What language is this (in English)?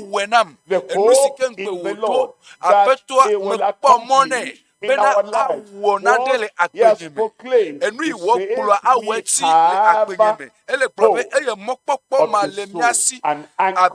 Ewe